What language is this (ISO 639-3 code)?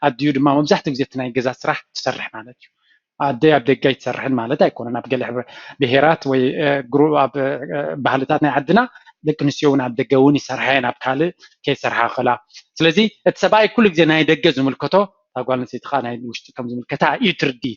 tir